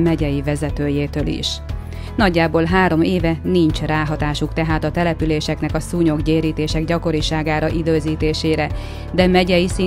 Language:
Hungarian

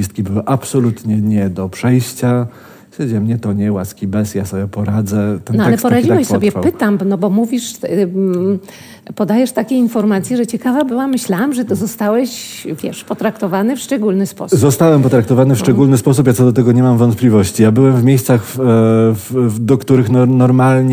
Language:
Polish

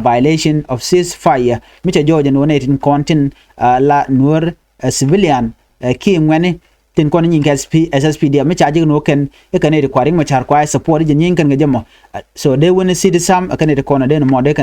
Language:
Nuer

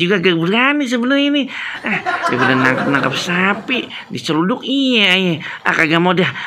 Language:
Betawi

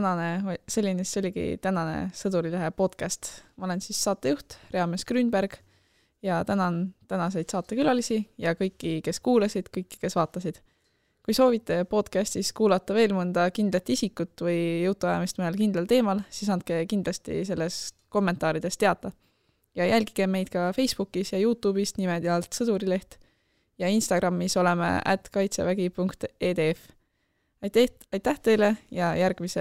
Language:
Estonian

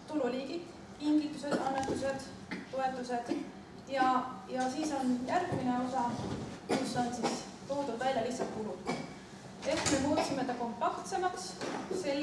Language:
Estonian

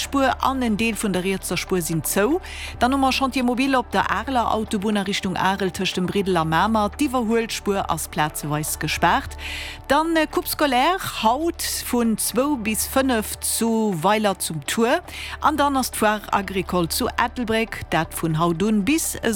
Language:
Luxembourgish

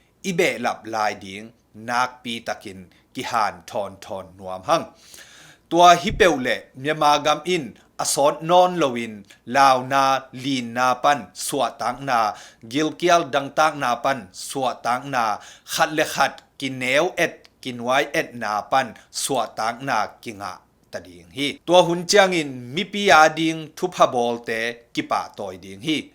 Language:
Tedim Chin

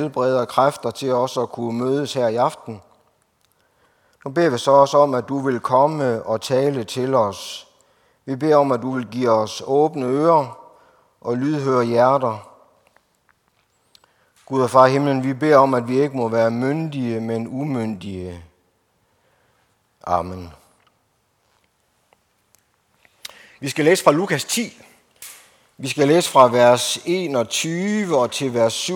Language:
Danish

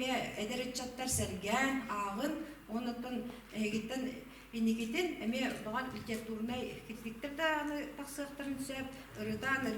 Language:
Yakut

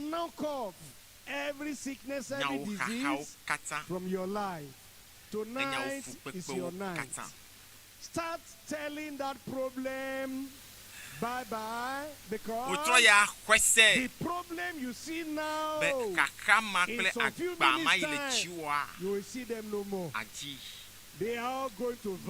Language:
Ewe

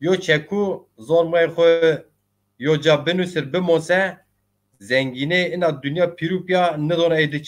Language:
Zaza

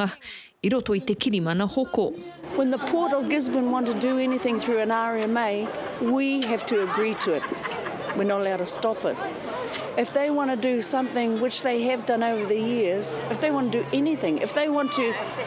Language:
Māori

